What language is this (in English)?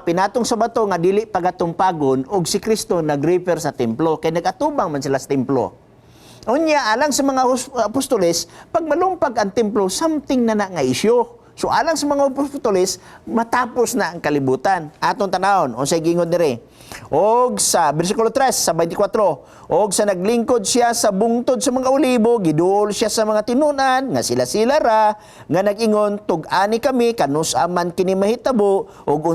Cebuano